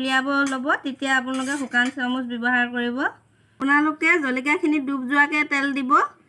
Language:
Assamese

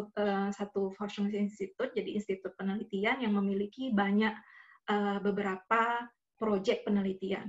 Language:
Indonesian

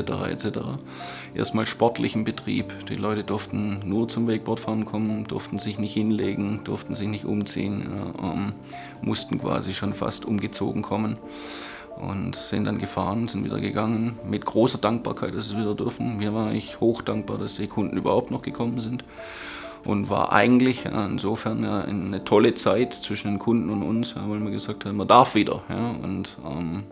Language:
German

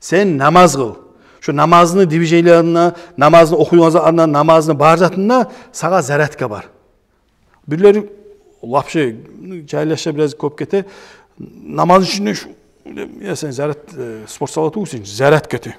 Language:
Kumyk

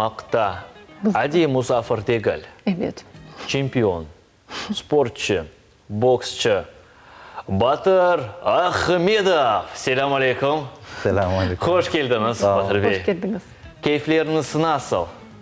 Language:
Crimean Tatar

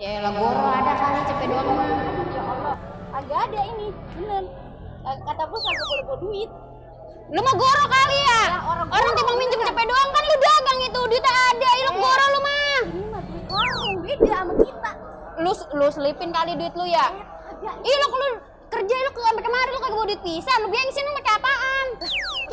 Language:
Betawi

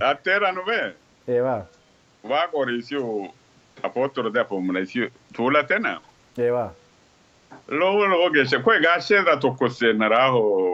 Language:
Sidamo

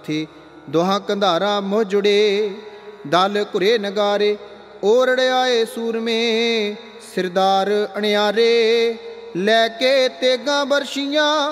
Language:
Punjabi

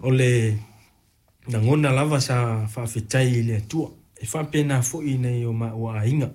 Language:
Samoan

